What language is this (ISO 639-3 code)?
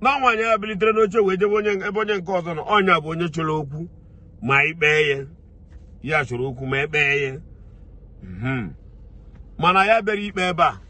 ibo